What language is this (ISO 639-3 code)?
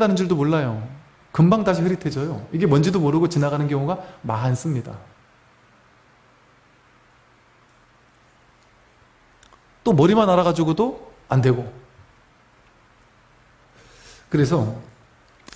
kor